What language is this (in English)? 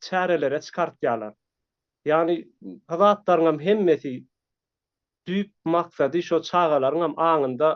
Turkmen